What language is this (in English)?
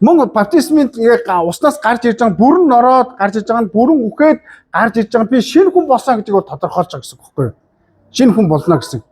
Mongolian